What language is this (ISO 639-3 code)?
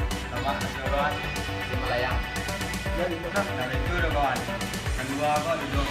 min